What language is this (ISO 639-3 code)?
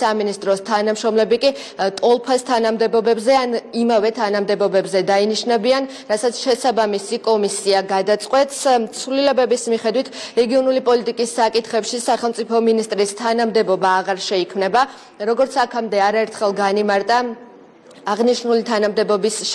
kat